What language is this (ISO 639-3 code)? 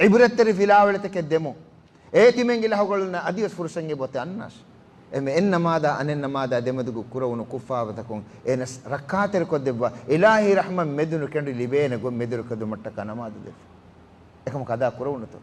div